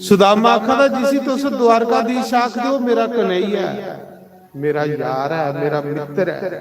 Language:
Dogri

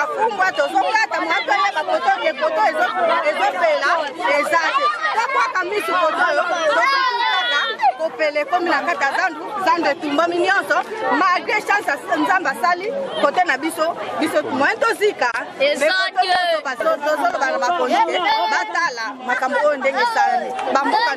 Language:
Lingala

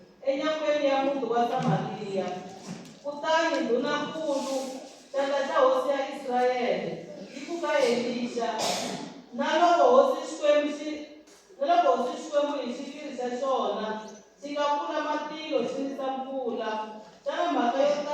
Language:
Tsonga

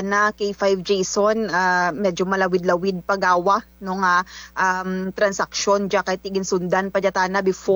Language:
Kinaray-a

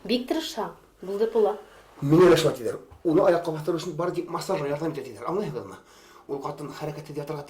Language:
Bashkir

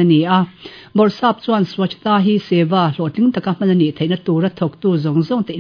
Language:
Mizo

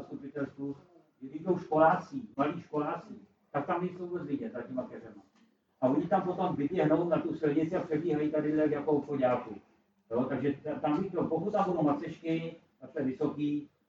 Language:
Czech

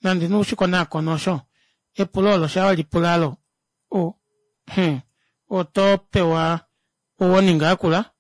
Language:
Kuanyama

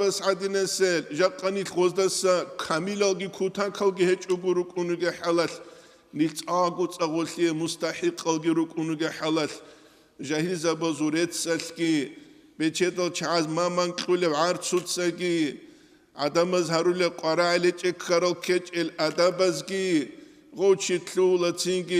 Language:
Avaric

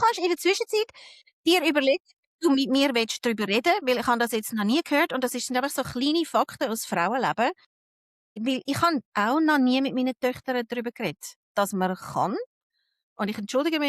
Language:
Swiss German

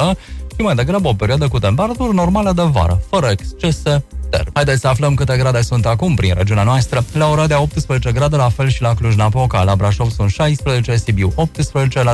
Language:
Romanian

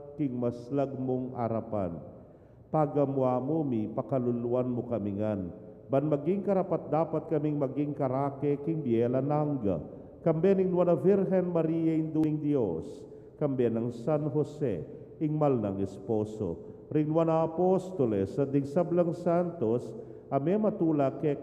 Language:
Pampanga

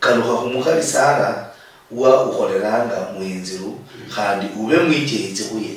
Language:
Luyia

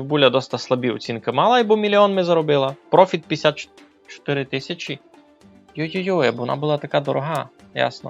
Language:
Rusyn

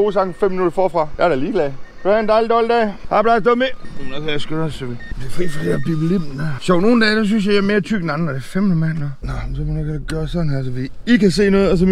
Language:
Danish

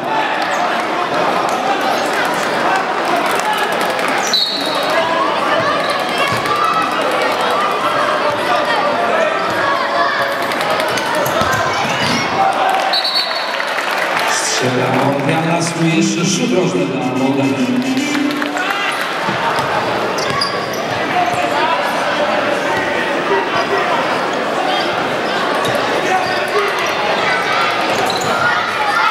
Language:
Polish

